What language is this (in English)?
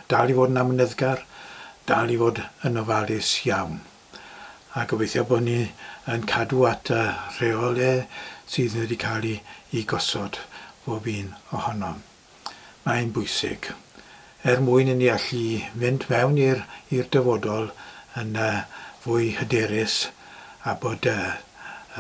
Welsh